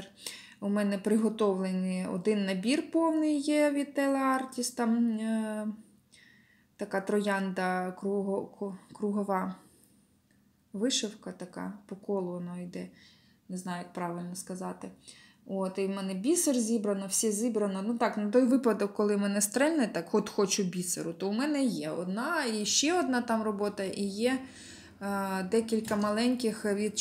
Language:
Ukrainian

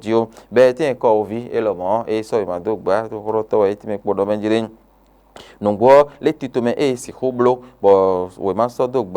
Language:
Fon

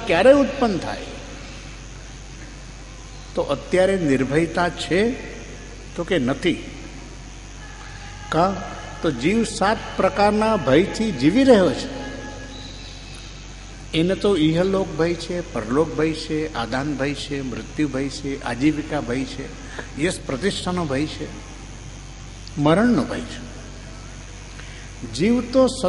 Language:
Gujarati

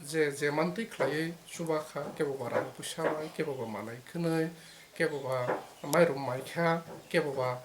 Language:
Kok Borok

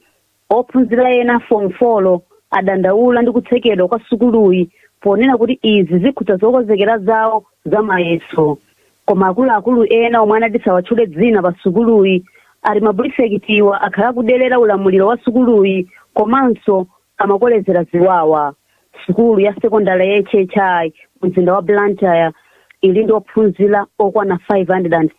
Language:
Nyanja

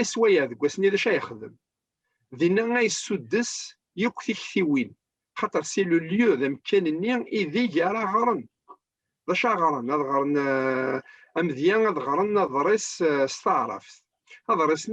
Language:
Kabyle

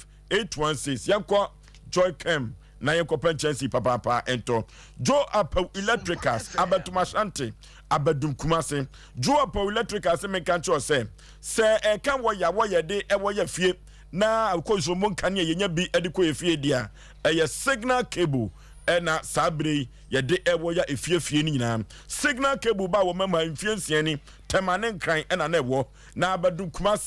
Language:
Akan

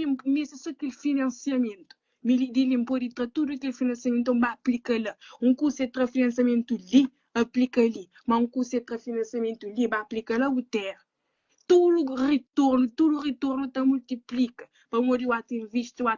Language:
Kabuverdianu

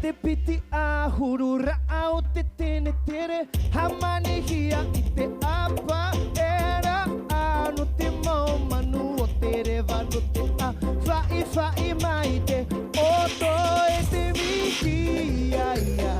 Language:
Tahitian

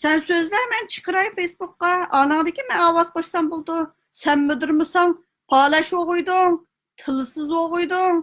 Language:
Uyghur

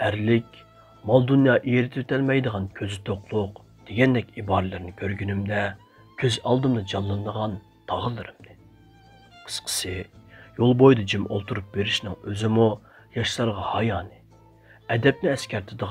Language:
Uyghur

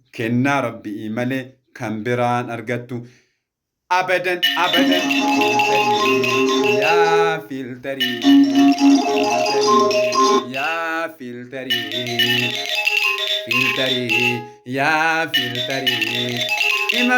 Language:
Oromo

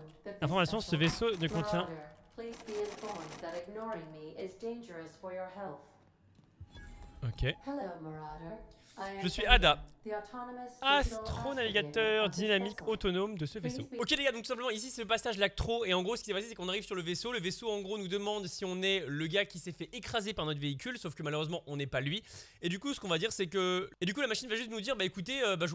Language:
French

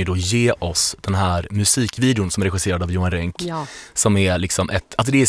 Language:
Swedish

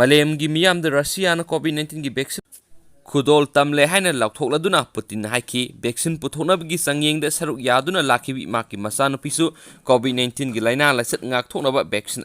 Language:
Manipuri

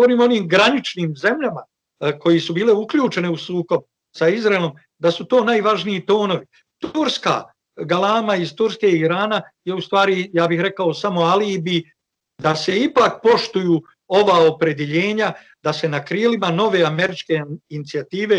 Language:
Bosnian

